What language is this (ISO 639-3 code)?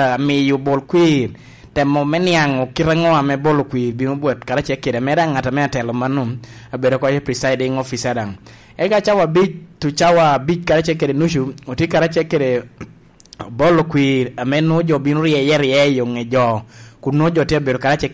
laj